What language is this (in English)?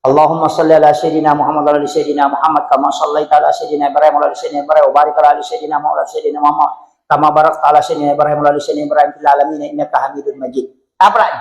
Buginese